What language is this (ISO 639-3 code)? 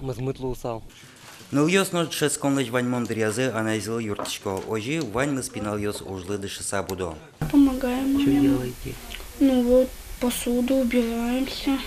udm